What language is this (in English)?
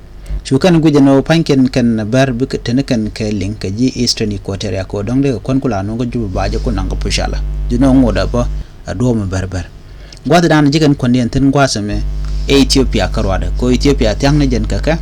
Nuer